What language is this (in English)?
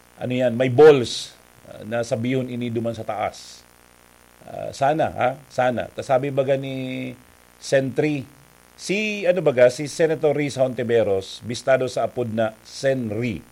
Bikol